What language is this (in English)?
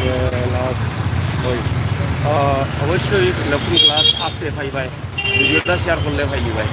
Sylheti